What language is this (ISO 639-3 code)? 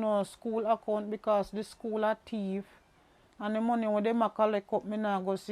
jam